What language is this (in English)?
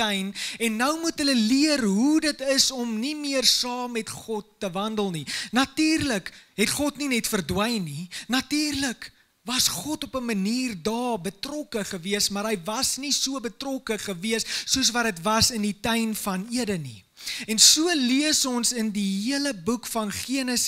Afrikaans